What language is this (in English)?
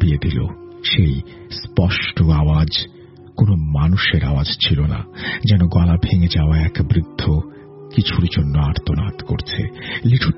Bangla